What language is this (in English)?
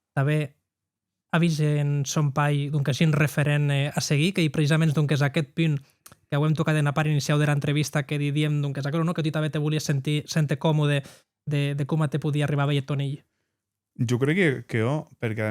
Occitan